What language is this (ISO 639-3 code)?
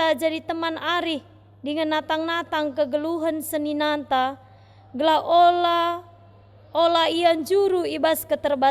btx